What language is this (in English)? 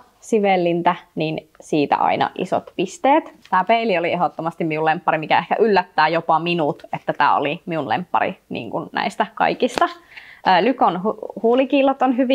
Finnish